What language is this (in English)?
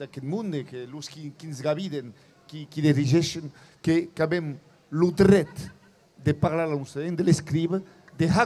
Occitan